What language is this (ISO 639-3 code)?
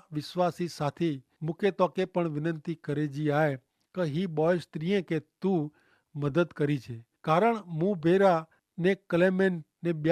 kfr